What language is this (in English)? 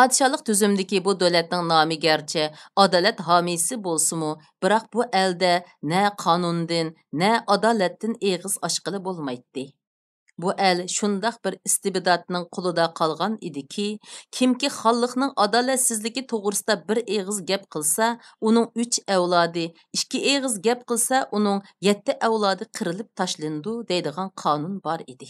Uyghur